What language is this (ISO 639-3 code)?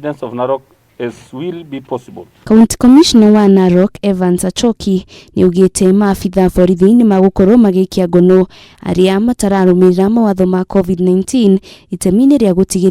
kik